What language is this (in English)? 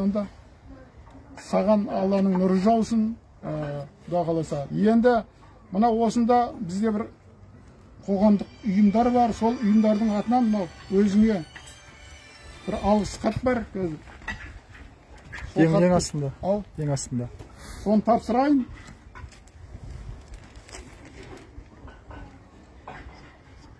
Kazakh